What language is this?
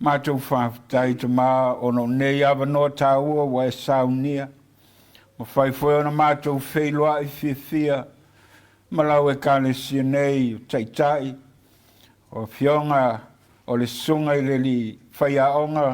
Samoan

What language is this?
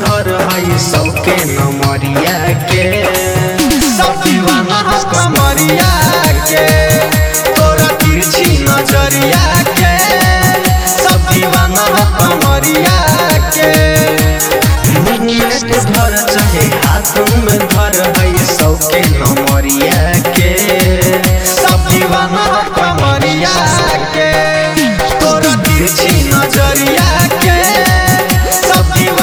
Bhojpuri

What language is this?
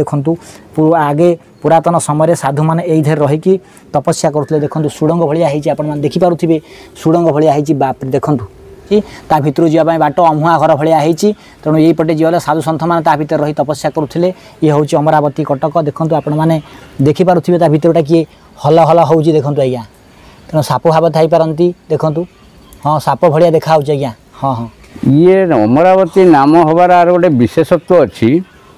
Odia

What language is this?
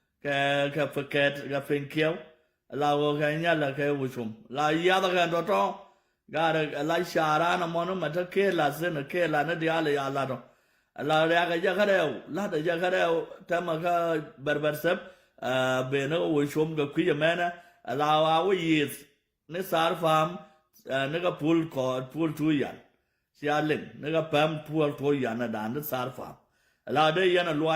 Nuer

